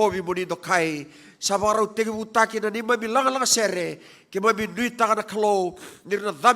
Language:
Fijian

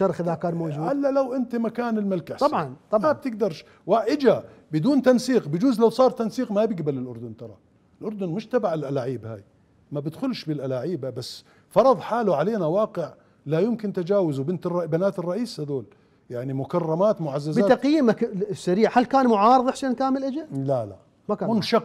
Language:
Mesopotamian Arabic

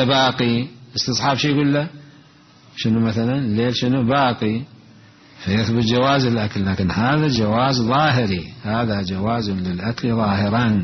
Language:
Mesopotamian Arabic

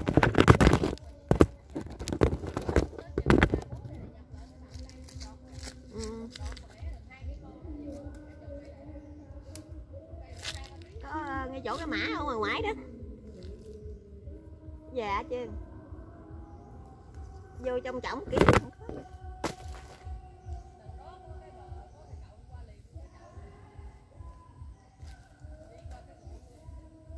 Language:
Vietnamese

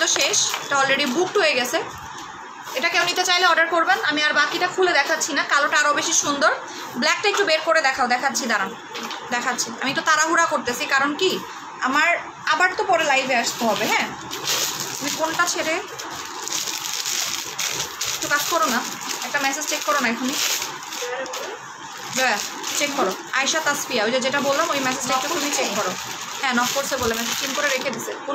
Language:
Bangla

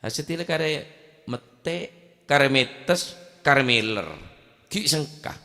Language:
Madurese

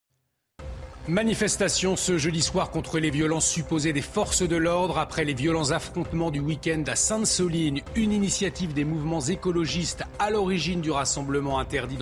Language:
French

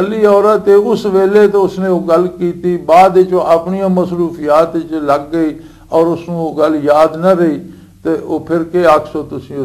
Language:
Western Panjabi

